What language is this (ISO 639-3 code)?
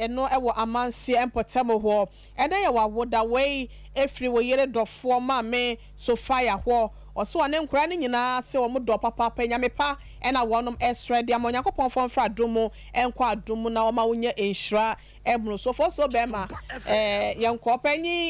aka